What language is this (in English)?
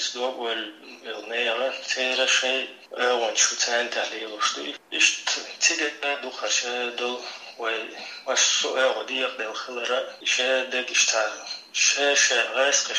Chechen